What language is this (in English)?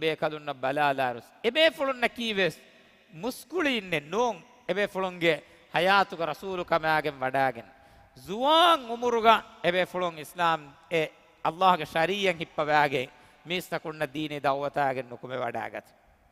Divehi